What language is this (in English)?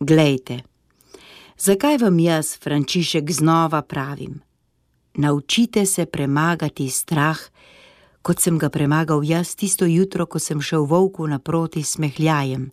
Slovenian